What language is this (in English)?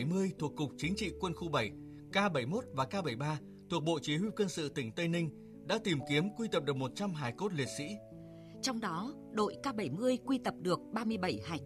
Vietnamese